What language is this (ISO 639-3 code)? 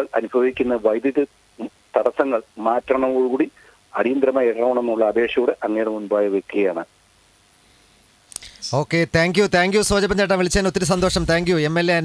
mal